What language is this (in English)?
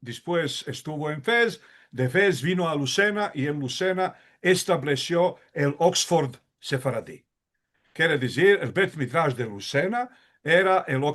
Ladino